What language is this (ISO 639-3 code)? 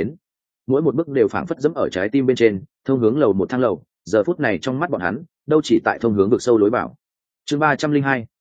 vie